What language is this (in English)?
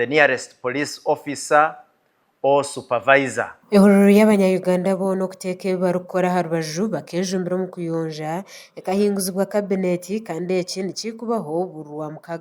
Nyankole